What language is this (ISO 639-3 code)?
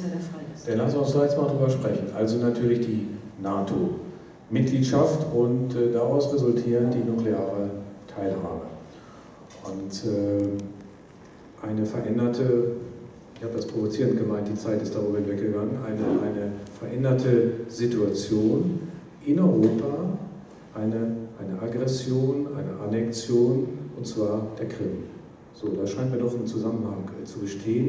deu